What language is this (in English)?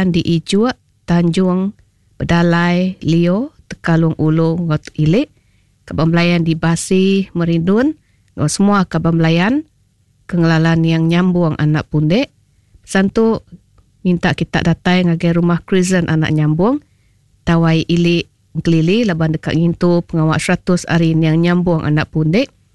Iban